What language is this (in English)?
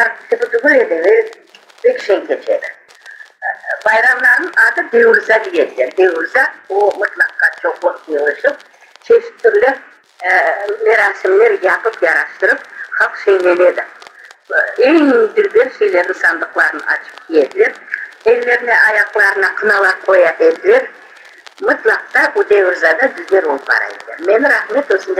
Crimean Tatar